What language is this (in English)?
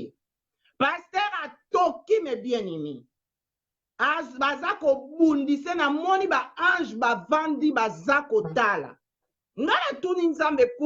Lingala